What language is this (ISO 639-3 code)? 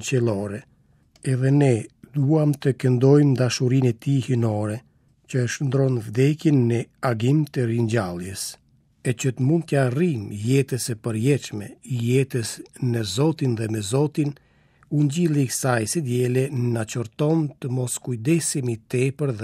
sqi